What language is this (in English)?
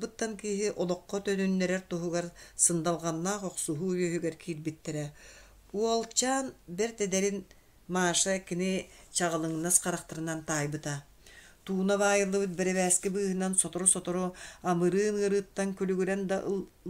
Yakut